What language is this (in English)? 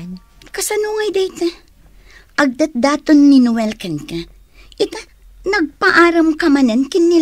Iloko